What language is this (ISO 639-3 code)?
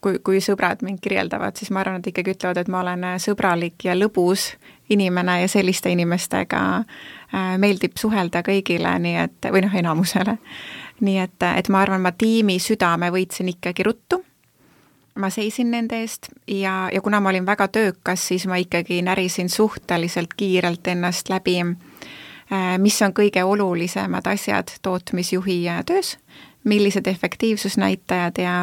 est